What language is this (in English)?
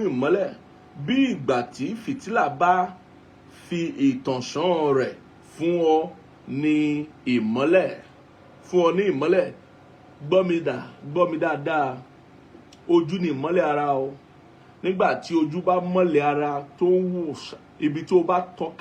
Yoruba